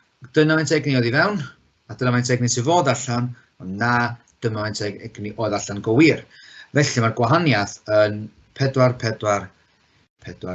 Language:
Welsh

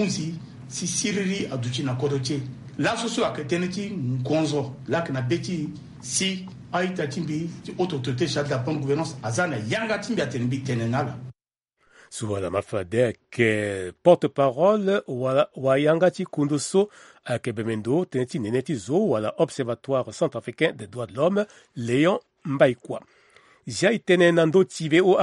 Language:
Sango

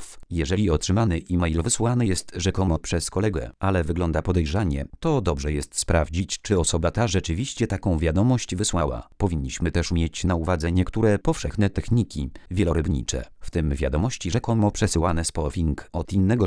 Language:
Polish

